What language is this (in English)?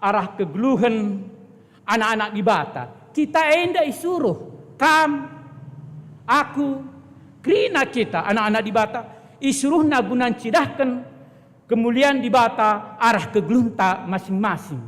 Batak Karo